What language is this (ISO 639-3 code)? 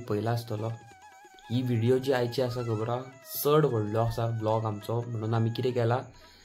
kok